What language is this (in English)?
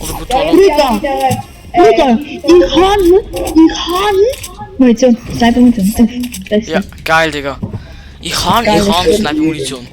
Swiss German